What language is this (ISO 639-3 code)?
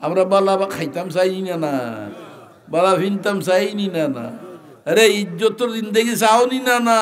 syl